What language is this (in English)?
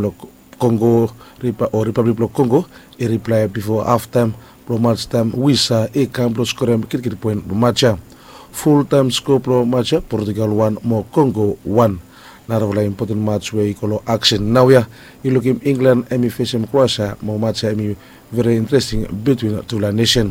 Bislama